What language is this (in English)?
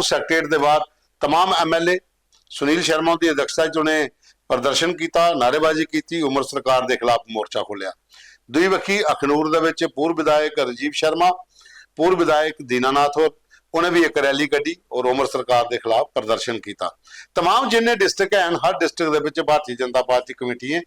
Dogri